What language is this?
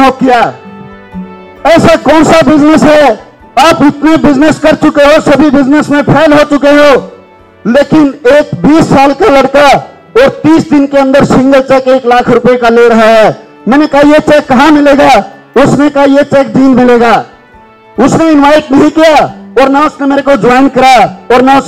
Hindi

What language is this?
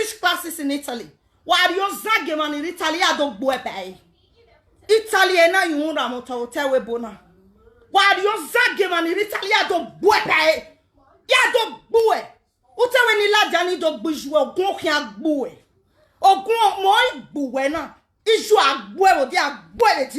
Nigerian Pidgin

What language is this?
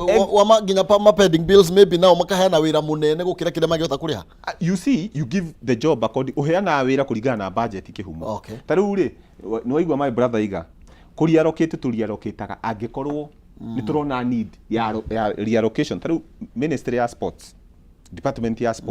Kikuyu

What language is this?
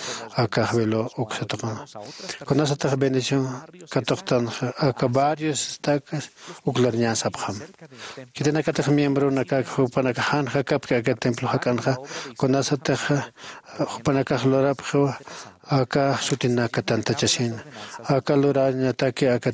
Aymara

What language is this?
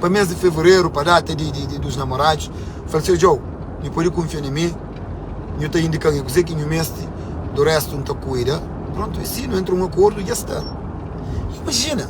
Kabuverdianu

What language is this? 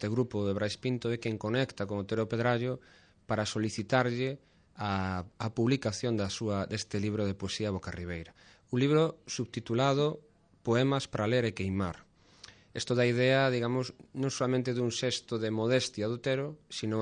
Galician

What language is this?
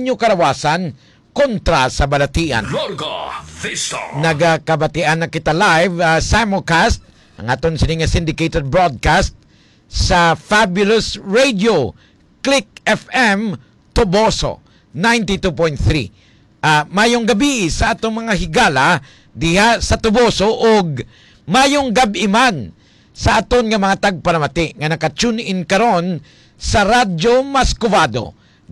Hiligaynon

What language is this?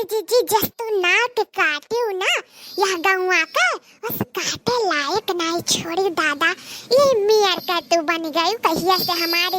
Awadhi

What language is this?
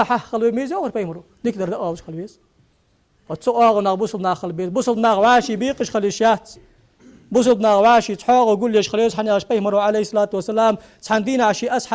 Ingush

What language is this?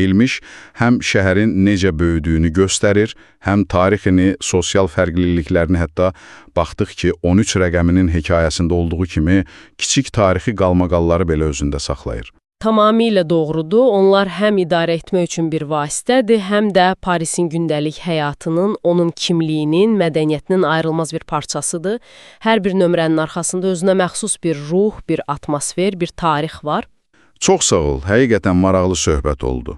Azerbaijani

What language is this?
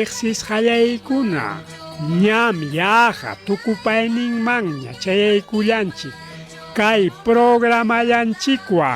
Ayacucho Quechua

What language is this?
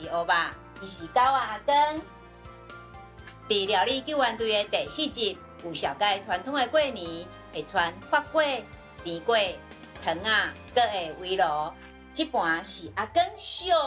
Min Nan Chinese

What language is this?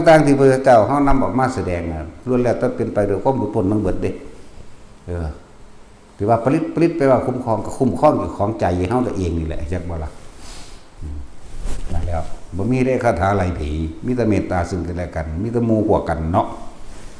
Northeastern Thai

